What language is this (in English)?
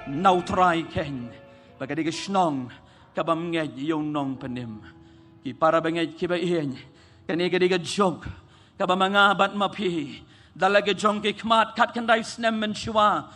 Khasi